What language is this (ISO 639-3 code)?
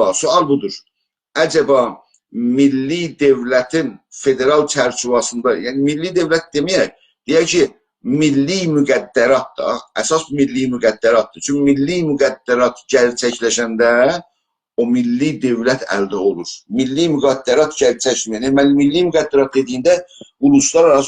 azb